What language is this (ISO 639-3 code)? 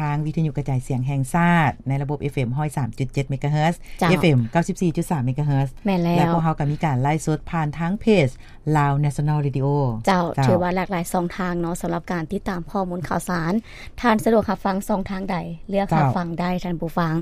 lao